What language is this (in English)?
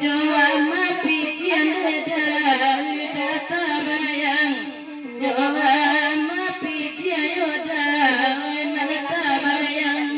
Minangkabau